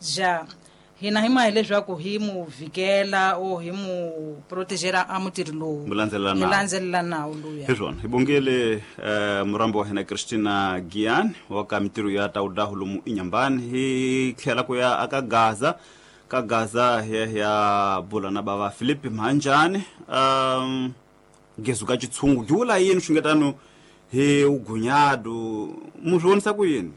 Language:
Tsonga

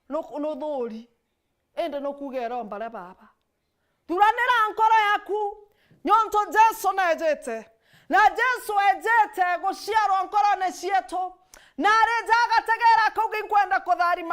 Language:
Meru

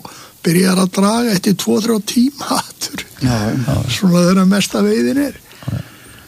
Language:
Icelandic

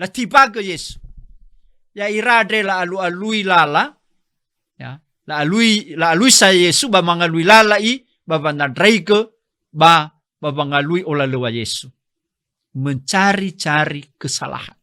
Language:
Nias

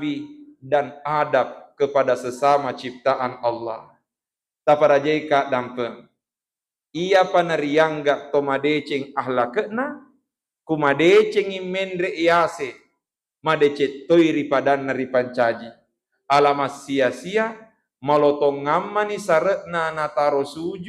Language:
Buginese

